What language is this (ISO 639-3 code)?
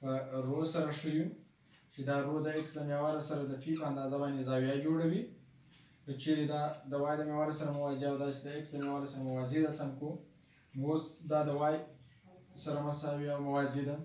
pus